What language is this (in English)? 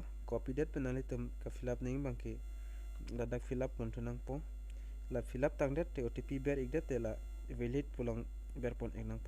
Karbi